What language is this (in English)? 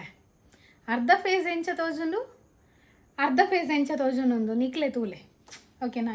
Tulu